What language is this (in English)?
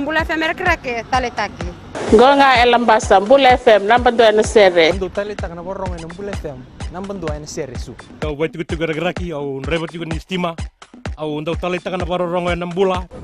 Fijian